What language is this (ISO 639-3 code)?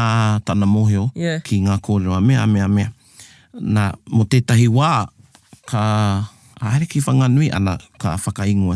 mri